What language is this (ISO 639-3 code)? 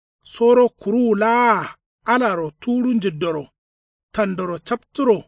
kau